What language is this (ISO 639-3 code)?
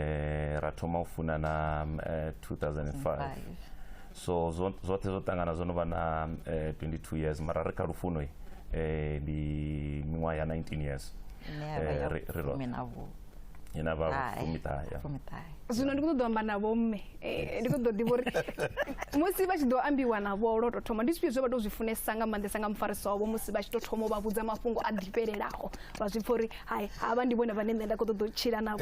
ven